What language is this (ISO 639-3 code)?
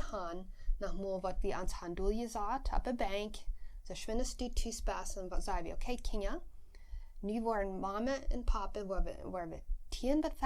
pdt